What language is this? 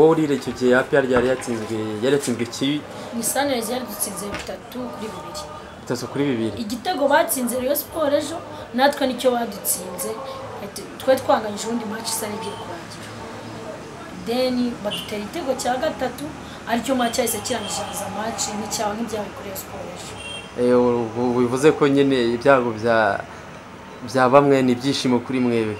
Kinyarwanda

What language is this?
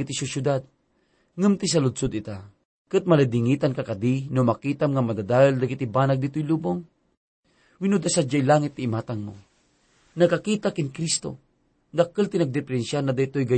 Iloko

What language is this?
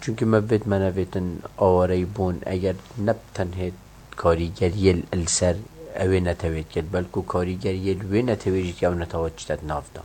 Kurdish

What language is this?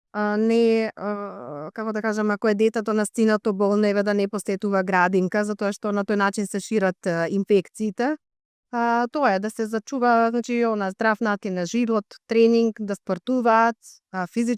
Macedonian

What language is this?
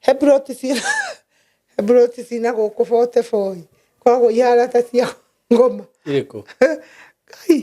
Kikuyu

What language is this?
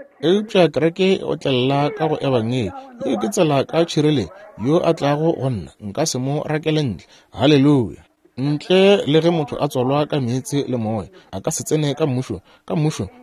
Northern Sotho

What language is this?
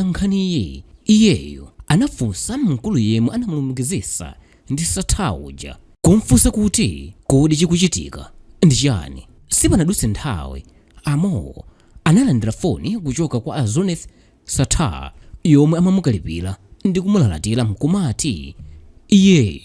Nyanja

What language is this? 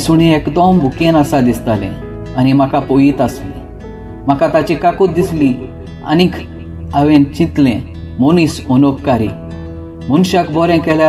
Konkani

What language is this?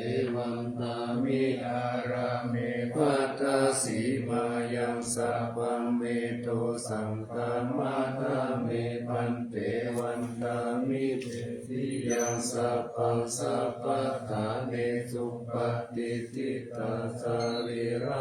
Pali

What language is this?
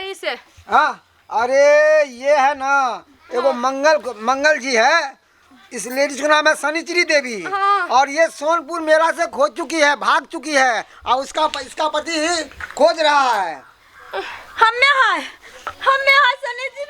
Maithili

